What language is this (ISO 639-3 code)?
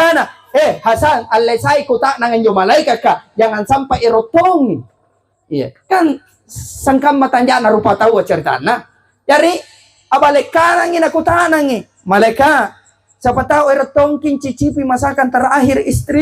mak